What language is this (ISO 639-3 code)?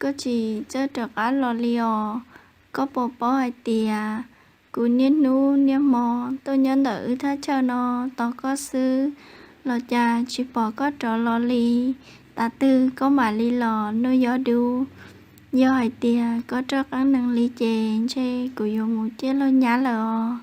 hmn